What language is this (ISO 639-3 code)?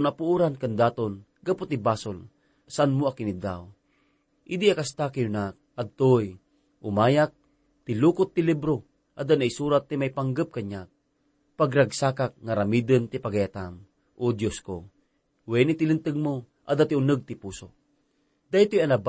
ilo